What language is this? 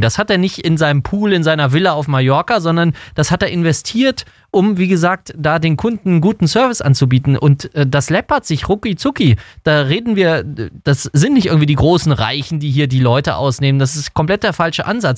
German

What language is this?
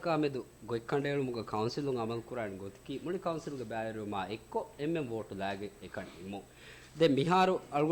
Divehi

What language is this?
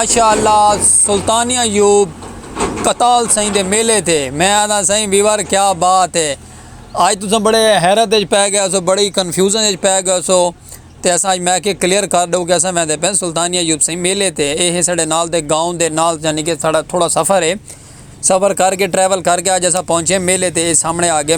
Saraiki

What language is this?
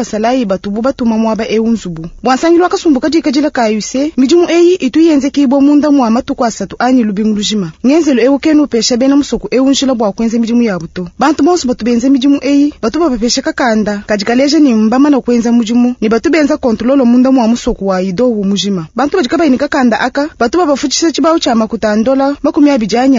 Luba-Lulua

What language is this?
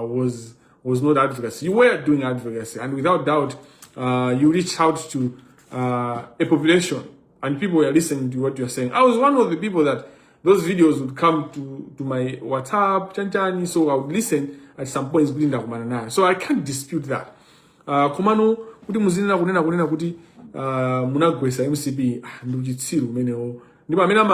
Nyanja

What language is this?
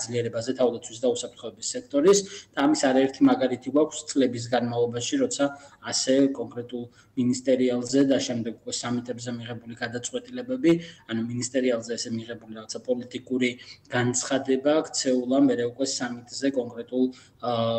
Georgian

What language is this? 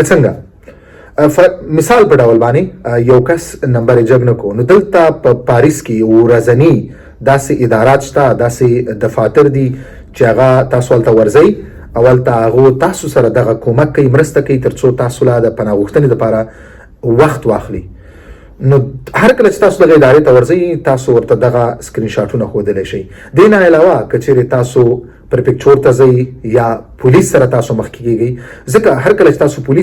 Pashto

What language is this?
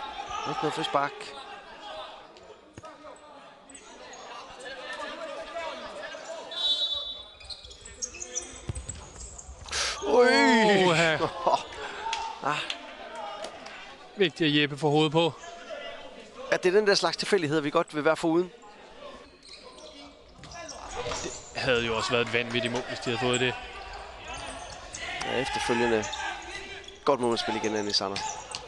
Danish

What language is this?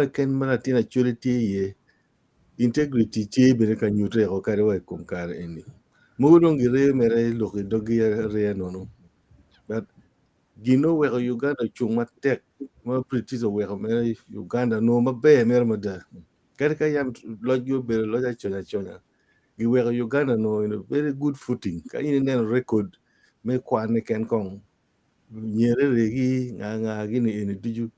Acoli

